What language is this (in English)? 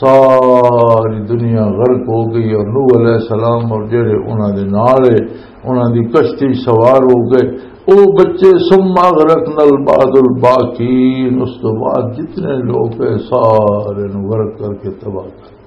Western Panjabi